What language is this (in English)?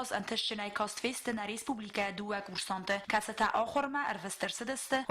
Ossetic